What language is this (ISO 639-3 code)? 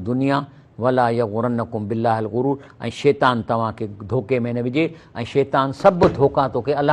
snd